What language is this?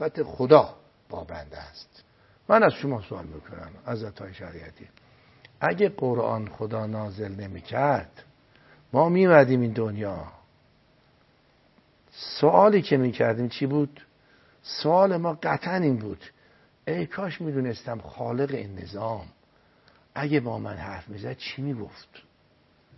Persian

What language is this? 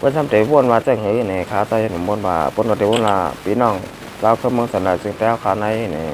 Shan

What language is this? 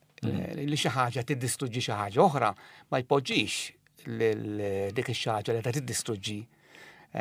Maltese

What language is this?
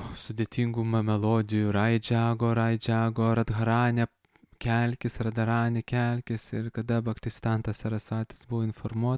Lithuanian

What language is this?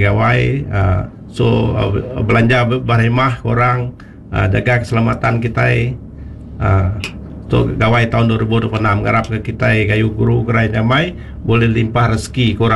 Iban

